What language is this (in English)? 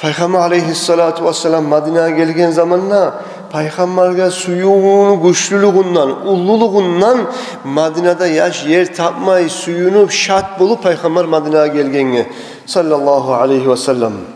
Kumyk